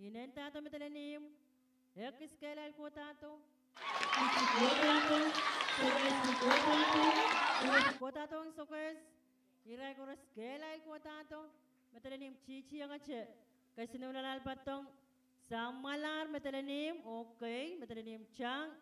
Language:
Pohnpeian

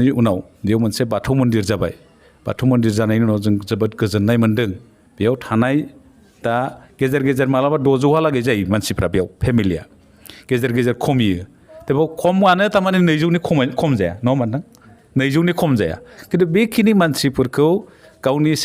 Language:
Bodo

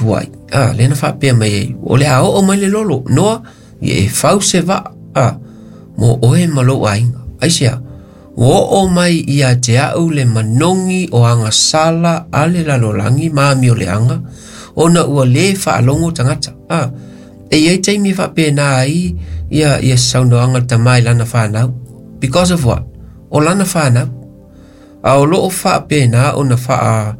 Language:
Samoan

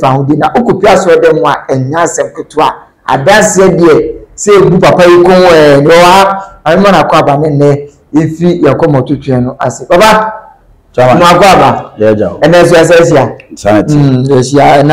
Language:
Akan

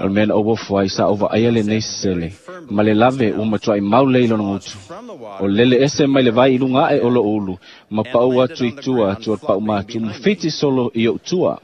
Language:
Samoan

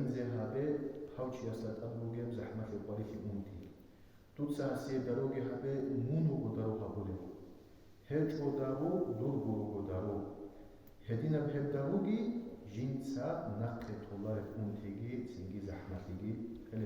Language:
Avaric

